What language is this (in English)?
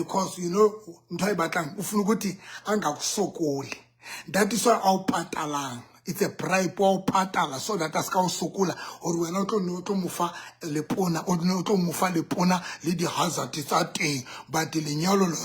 Southern Sotho